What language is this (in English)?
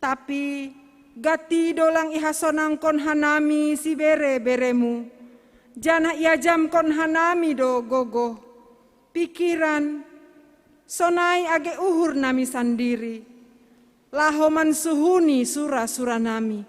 Batak Simalungun